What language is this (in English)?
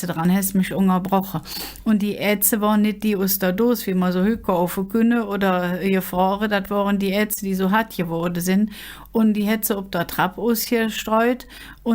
Colognian